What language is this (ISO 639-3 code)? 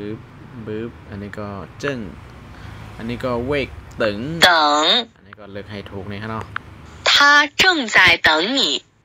shn